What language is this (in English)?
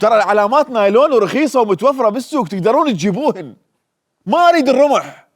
Mesopotamian Arabic